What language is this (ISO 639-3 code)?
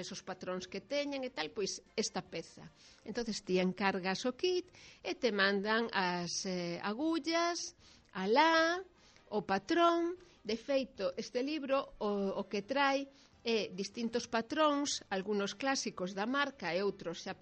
glg